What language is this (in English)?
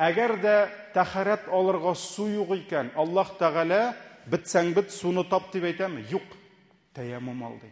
Tatar